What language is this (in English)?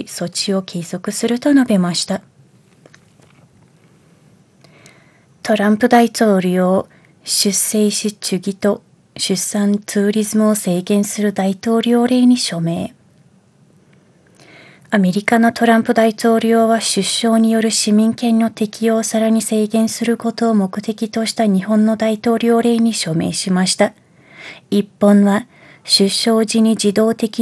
Japanese